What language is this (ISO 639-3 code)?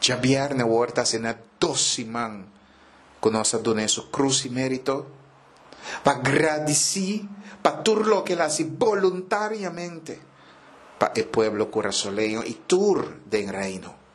pap